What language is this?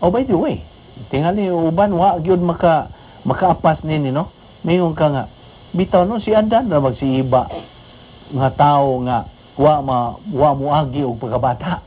Cebuano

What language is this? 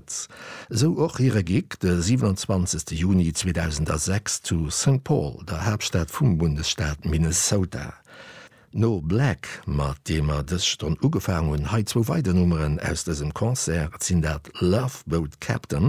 Luxembourgish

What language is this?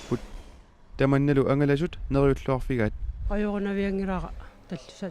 Kalaallisut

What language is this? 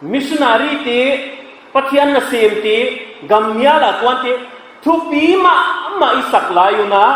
Paite Chin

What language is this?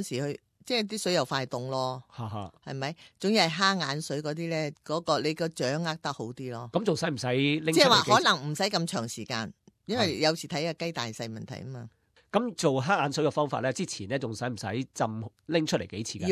Cantonese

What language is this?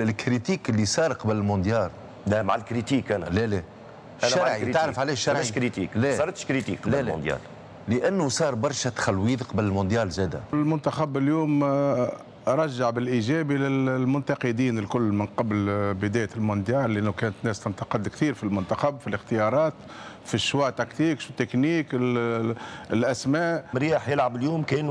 Tunisian Arabic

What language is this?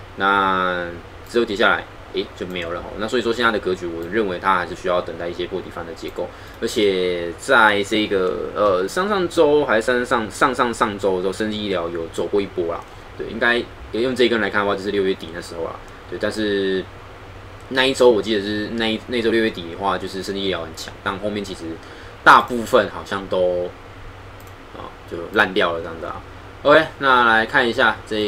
Chinese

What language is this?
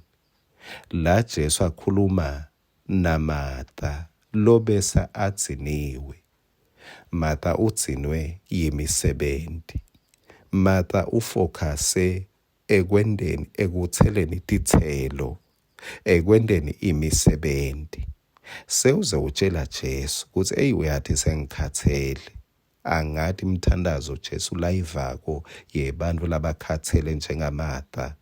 Swati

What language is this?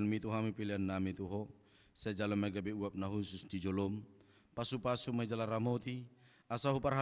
Batak Toba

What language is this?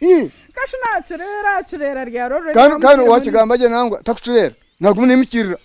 Nyankole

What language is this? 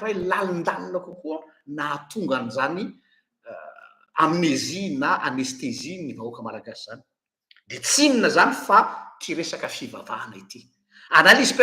Malagasy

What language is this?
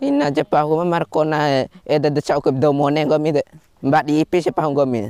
Bima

